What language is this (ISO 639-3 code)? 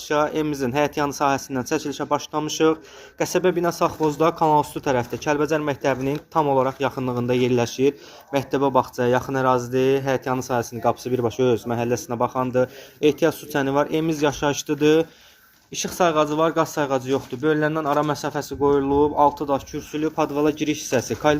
aze